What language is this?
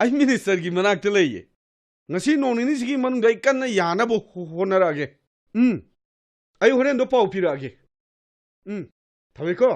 Manipuri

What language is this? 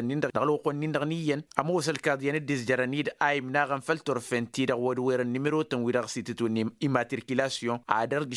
Tamasheq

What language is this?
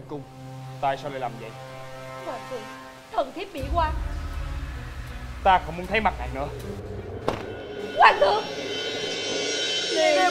Vietnamese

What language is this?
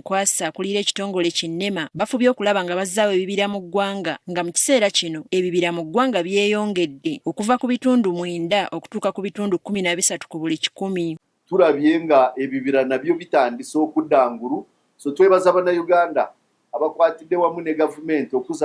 Ganda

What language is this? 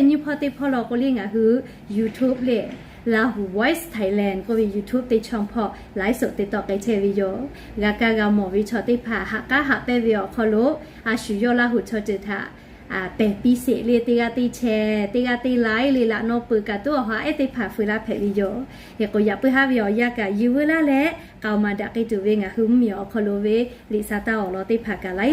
Lahu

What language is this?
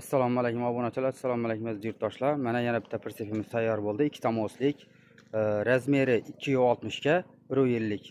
Uzbek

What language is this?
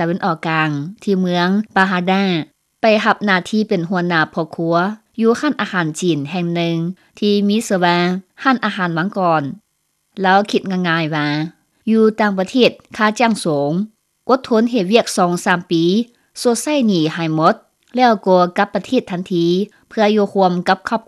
Lao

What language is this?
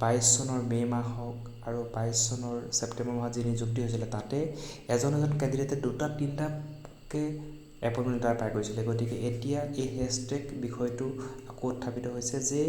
Assamese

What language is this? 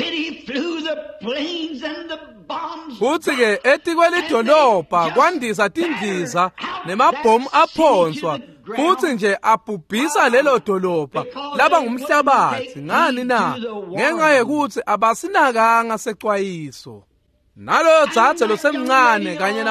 Swati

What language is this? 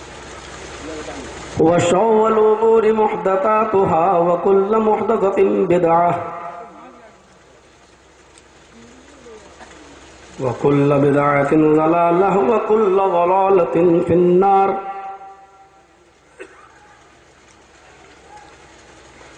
Urdu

